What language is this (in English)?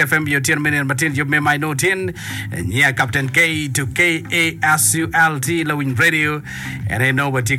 Acoli